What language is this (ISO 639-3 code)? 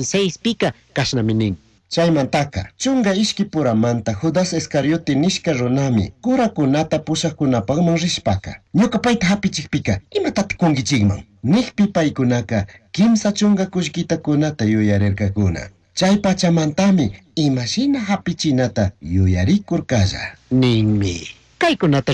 qug